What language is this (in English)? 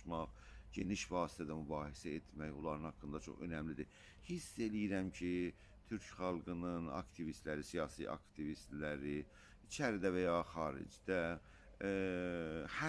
South Azerbaijani